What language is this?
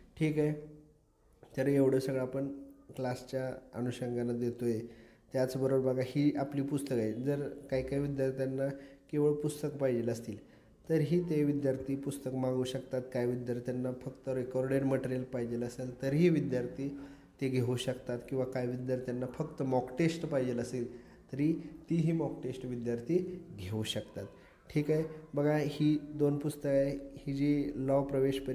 Marathi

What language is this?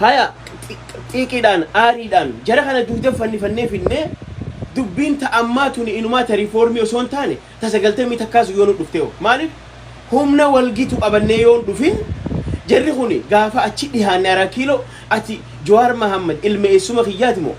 Oromo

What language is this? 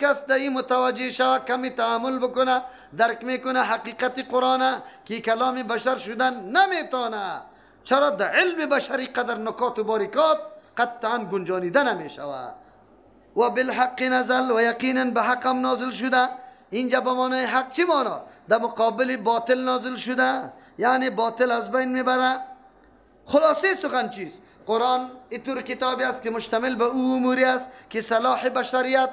Persian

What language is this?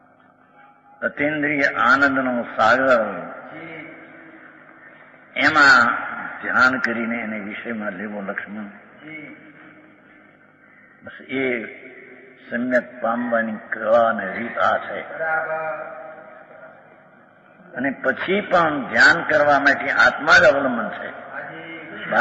Gujarati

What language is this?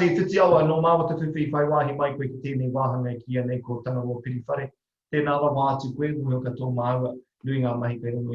Māori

